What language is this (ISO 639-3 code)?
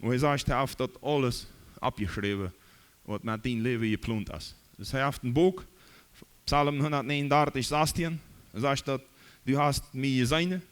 pdt